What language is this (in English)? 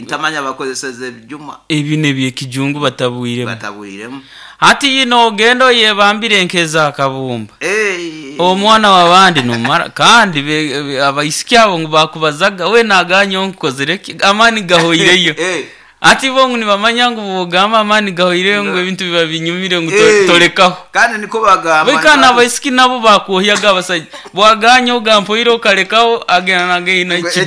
Nyoro